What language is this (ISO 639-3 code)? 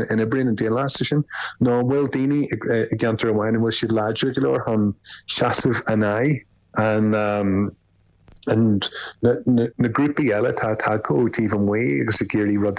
gle